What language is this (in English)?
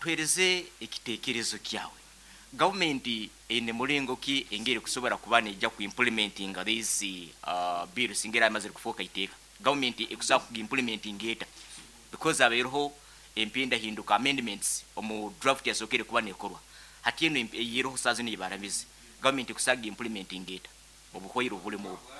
Nyankole